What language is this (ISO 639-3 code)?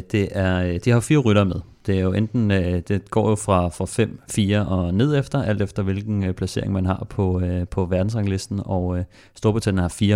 dan